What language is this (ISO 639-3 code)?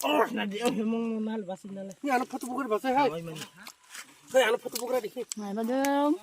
trp